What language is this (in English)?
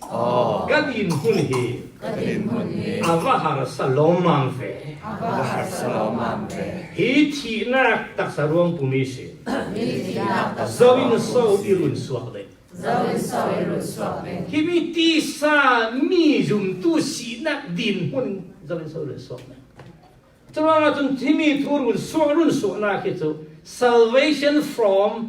Falam Chin